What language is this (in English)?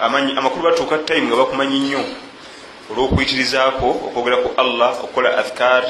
Ganda